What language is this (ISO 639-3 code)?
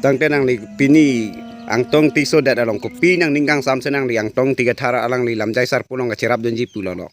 mjw